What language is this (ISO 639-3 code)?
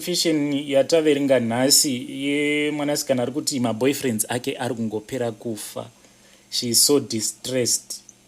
sna